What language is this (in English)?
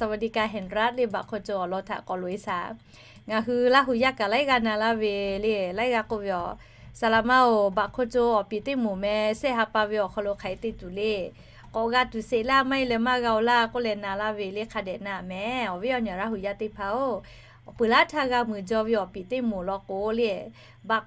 Lahu